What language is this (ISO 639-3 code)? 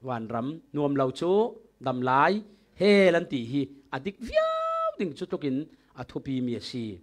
cfm